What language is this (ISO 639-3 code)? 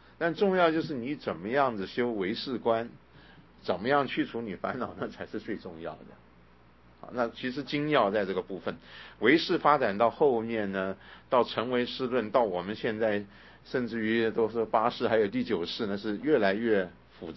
zho